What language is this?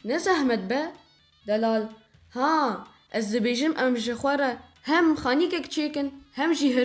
Kurdish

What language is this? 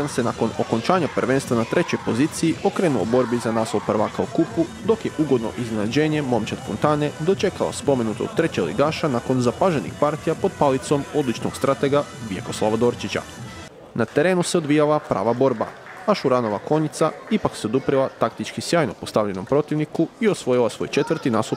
Croatian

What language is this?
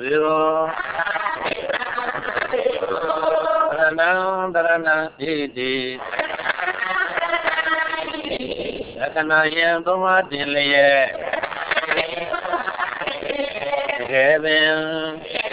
Burmese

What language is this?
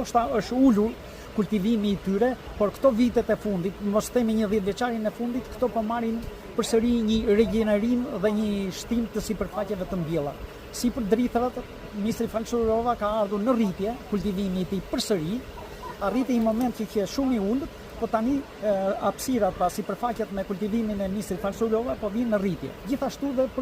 Albanian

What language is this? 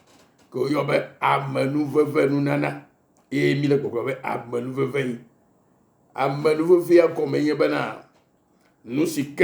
Ewe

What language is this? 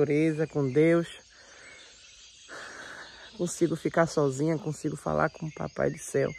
Portuguese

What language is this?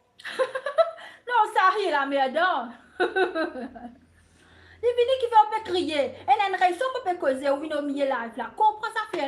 Morisyen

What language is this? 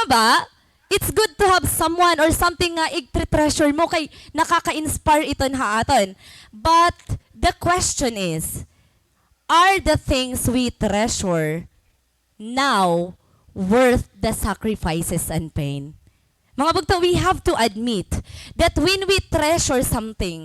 Waray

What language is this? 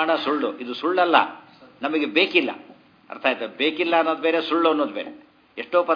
Kannada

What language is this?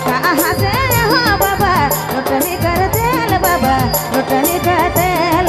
Sadri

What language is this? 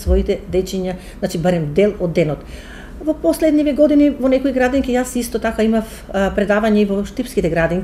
Macedonian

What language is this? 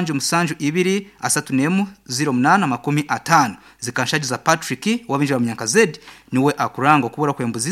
Nyankole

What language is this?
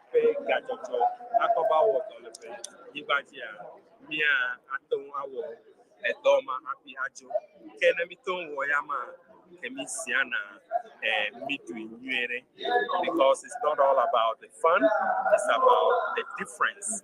Ewe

